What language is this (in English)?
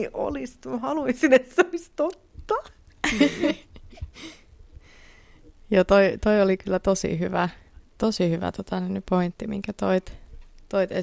Finnish